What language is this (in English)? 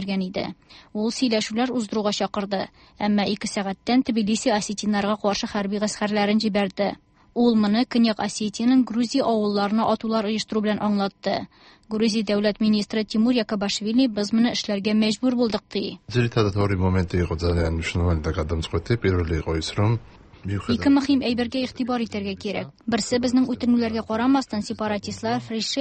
Tatar